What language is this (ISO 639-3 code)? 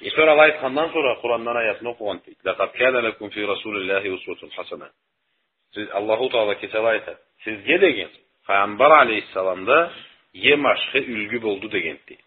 krc